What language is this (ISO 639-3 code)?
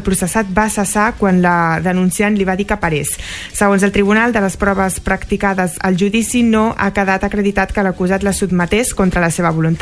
cat